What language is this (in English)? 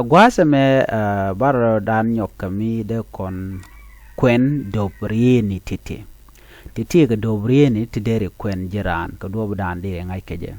Nuer